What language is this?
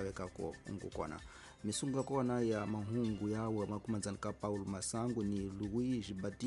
Tsonga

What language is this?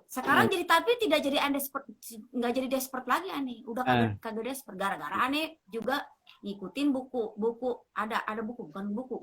Betawi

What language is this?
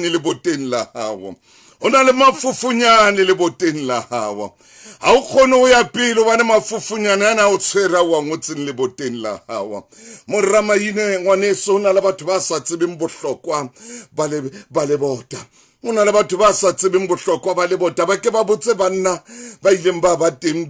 Southern Sotho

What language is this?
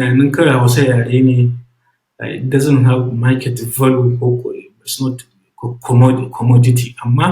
Hausa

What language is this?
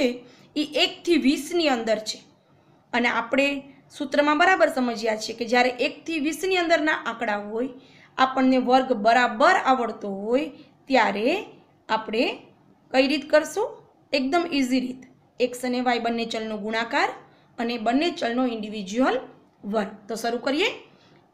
Gujarati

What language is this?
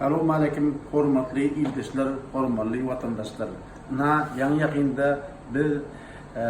Turkmen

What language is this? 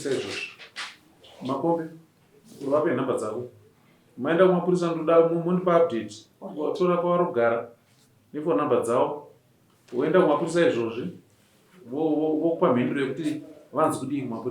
Shona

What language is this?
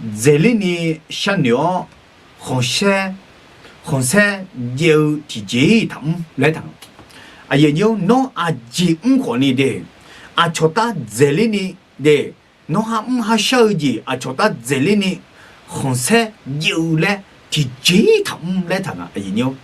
Akha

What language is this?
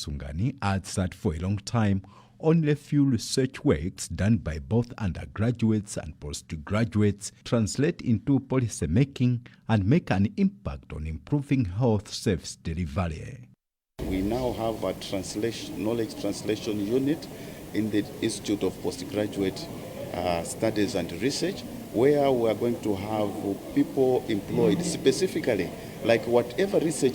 English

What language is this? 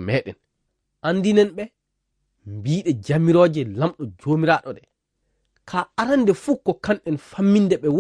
Fula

